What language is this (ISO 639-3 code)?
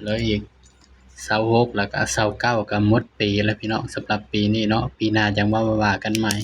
tts